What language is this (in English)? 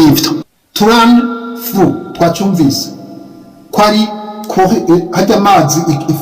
Rundi